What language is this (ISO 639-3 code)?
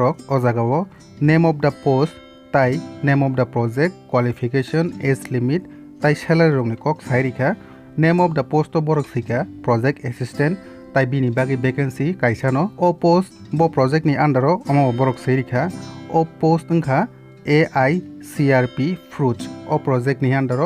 trp